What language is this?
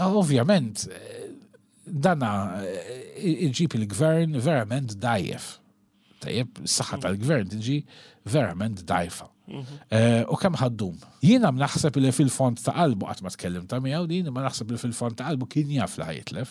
Maltese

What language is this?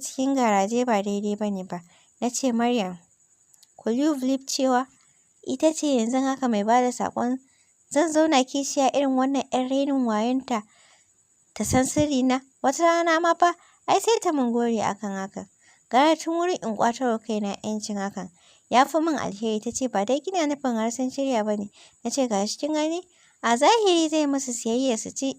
Hausa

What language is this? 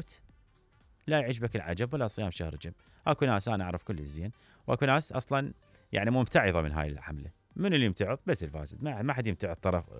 Mesopotamian Arabic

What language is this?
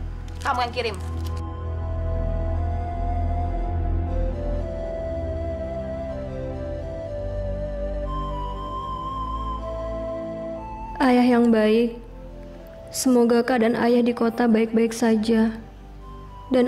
Indonesian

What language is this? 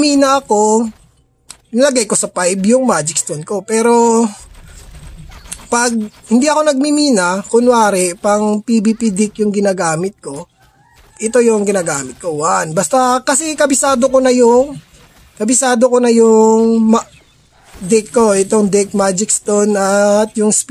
Filipino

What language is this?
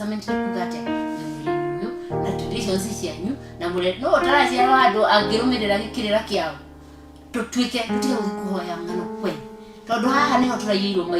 Kikuyu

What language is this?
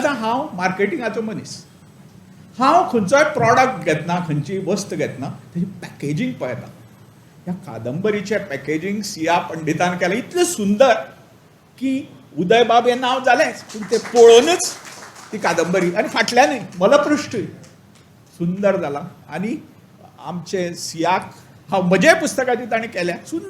Konkani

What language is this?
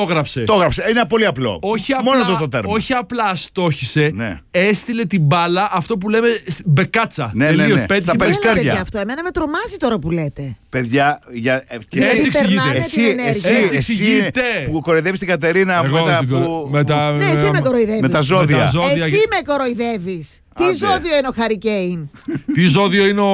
Greek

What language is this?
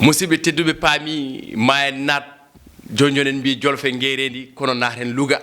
Fula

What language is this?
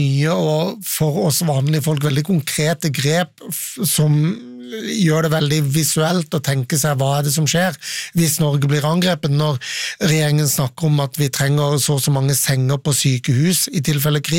Norwegian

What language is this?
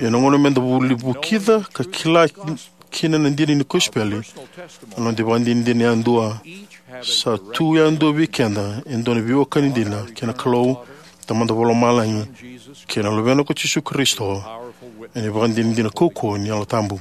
Fijian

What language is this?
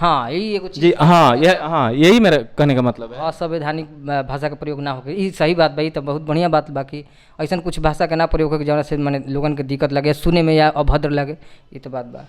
Bhojpuri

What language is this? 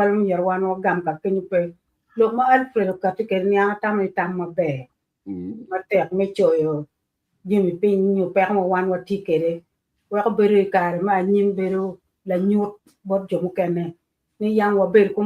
Acoli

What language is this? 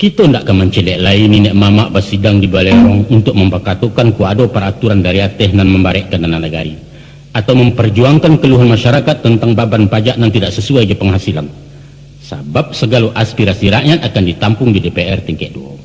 Minangkabau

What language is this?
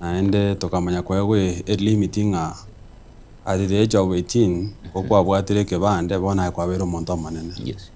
Gusii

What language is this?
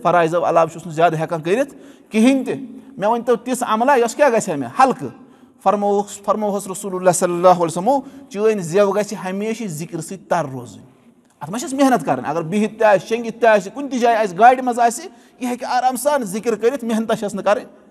Kashmiri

